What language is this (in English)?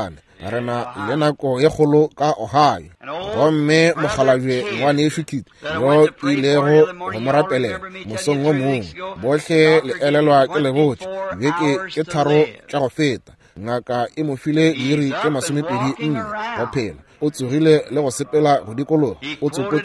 Northern Sotho